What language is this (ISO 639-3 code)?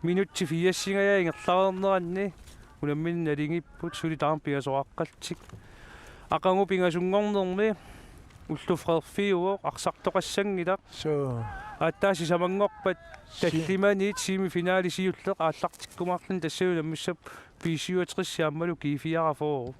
kal